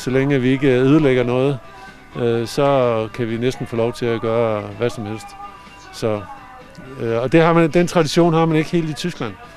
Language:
Danish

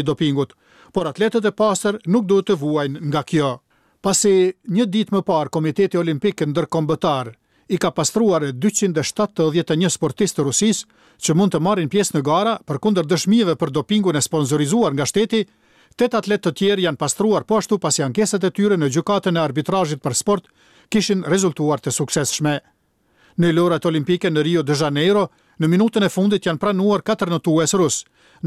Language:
Albanian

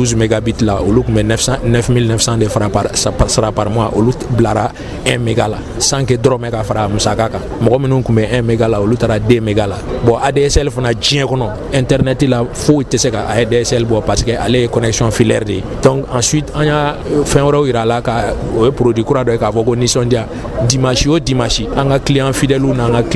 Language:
Bambara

